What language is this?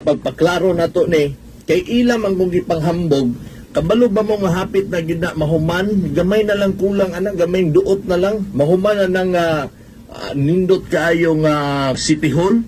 Cebuano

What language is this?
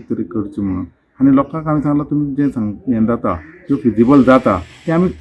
Konkani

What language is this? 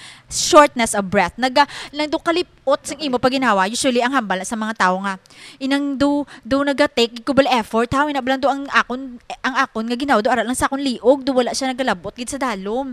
Hiligaynon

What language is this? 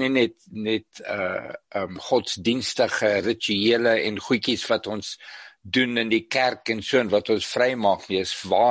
Afrikaans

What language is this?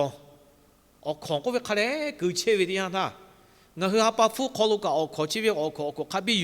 Lahu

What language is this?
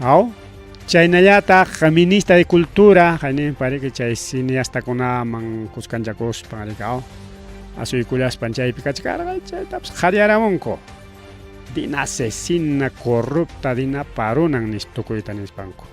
Ayacucho Quechua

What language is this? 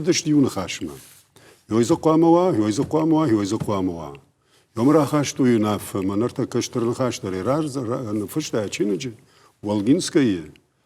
Ossetic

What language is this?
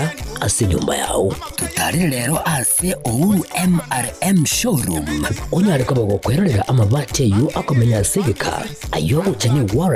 Gusii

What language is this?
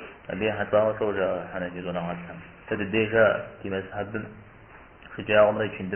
Kabardian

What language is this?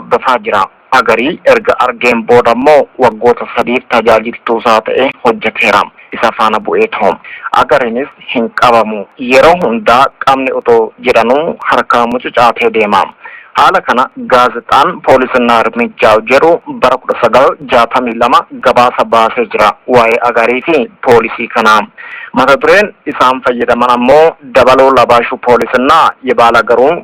Oromo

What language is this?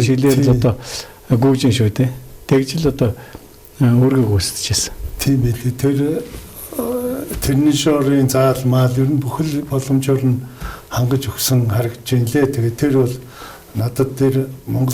Mongolian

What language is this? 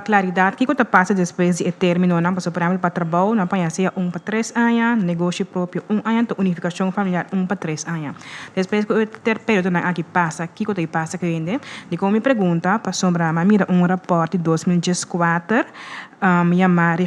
Papiamento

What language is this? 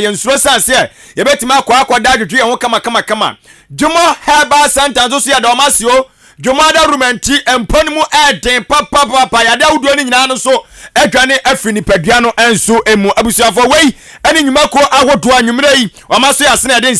Akan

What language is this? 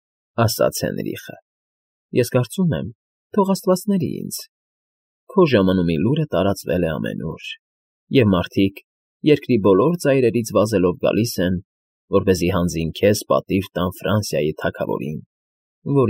Armenian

